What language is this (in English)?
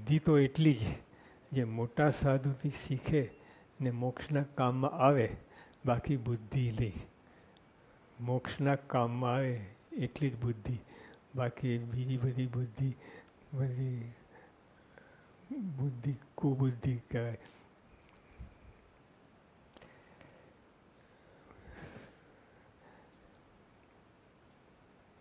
Gujarati